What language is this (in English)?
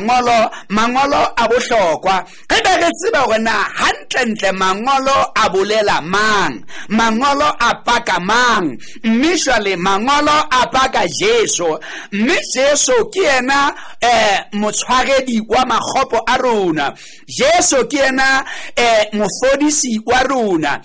Southern Sotho